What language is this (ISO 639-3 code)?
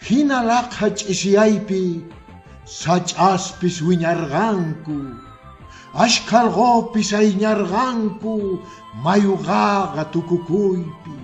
que